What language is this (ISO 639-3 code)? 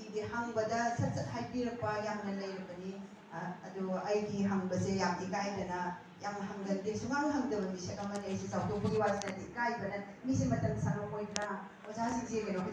mni